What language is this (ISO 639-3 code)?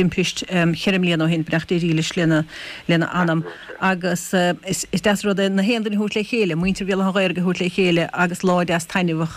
gle